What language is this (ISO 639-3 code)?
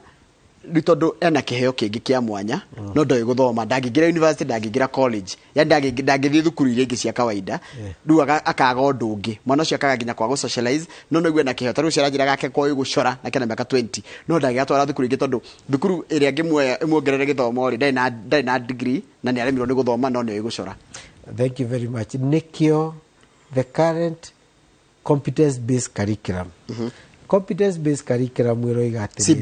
kik